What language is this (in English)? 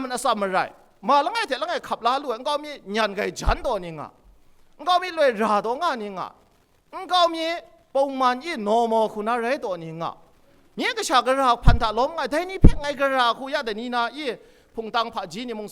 Kachin